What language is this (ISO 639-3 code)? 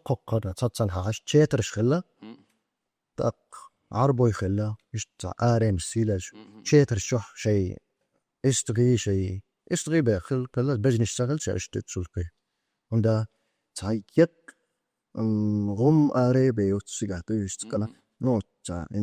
che